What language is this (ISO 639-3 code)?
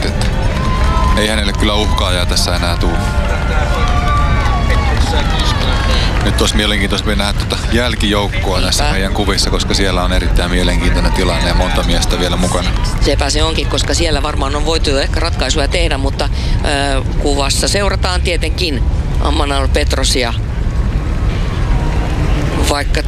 fin